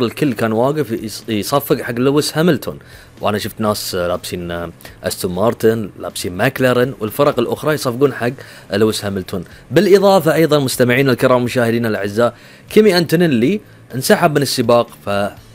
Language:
Gulf Arabic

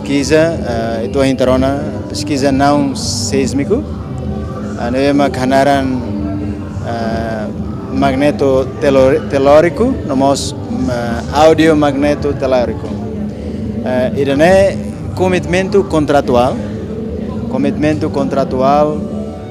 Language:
Tetum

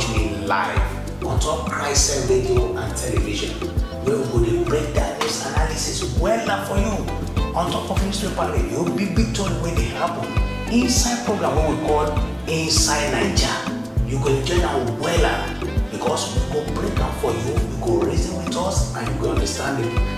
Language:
Nigerian Pidgin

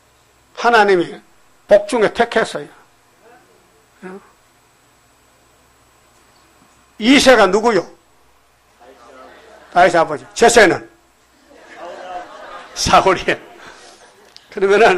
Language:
Korean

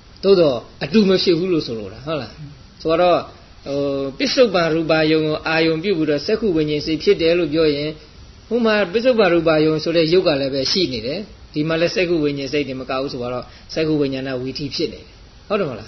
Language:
Burmese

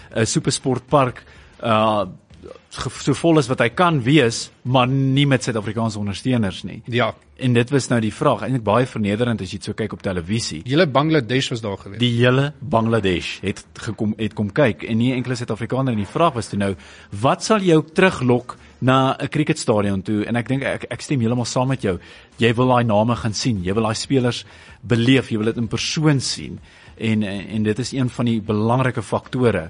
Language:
Afrikaans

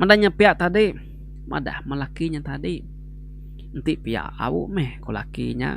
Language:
Iban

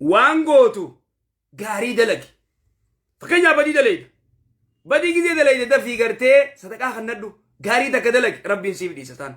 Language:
Oromo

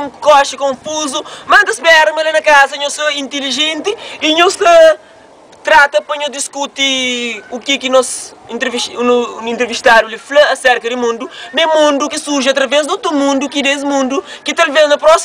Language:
Kabuverdianu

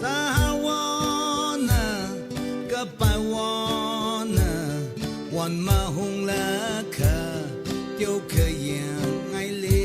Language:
Tangkhul Naga (India)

